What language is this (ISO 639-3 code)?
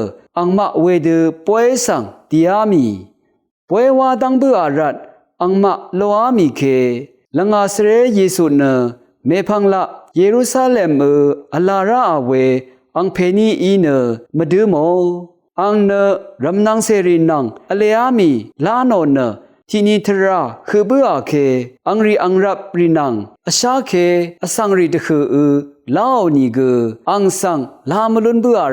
raw